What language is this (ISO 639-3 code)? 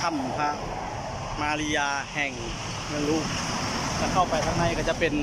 lao